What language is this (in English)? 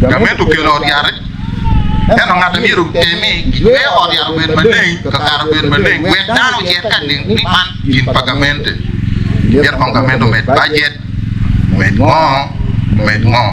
Acoli